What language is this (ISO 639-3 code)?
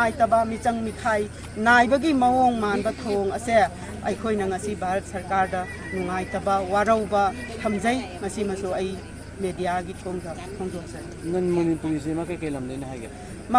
mni